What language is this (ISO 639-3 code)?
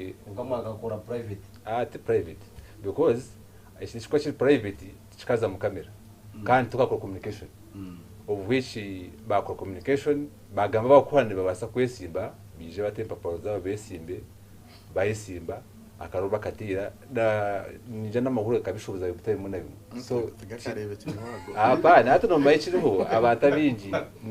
nyn